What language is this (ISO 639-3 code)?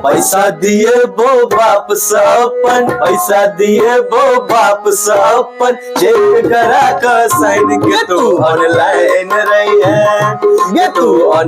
mai